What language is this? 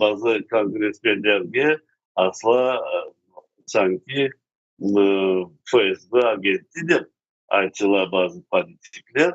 Crimean Tatar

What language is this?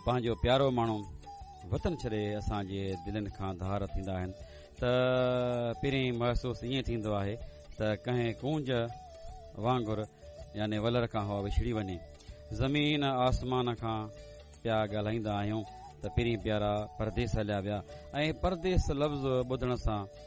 Sindhi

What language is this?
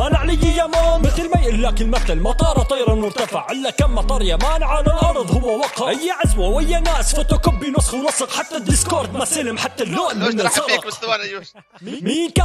North Levantine Arabic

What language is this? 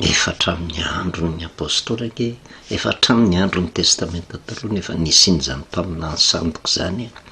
Malagasy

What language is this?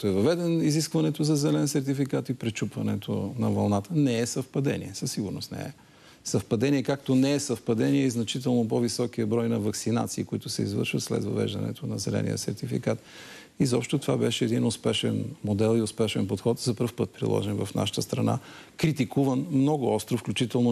Bulgarian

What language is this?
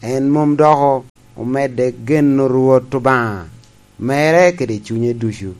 Lango (Uganda)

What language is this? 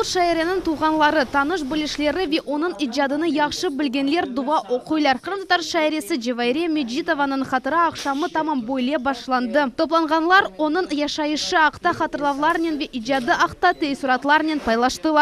Crimean Tatar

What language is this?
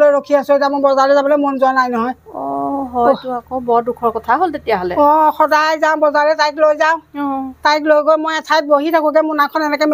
Assamese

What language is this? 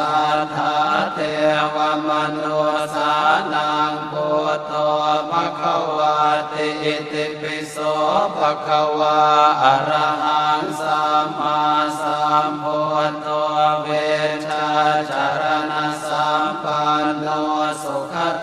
Pali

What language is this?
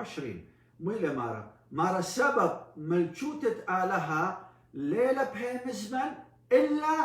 Assyrian Neo-Aramaic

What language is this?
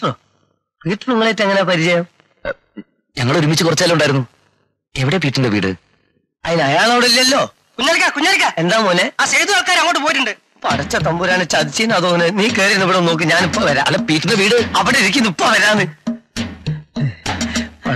Malayalam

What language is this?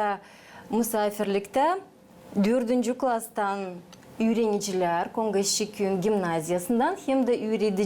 Gagauz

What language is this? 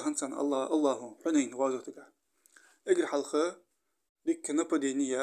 Ingush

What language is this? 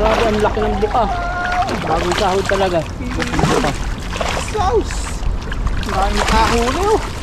Filipino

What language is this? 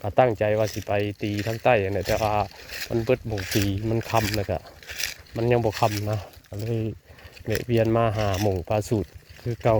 Northeastern Thai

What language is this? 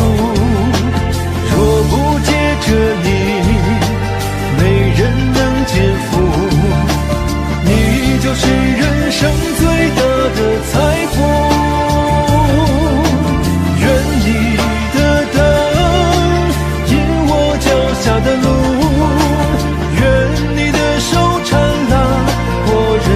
Chinese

